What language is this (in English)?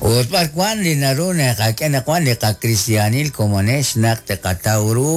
Kekchí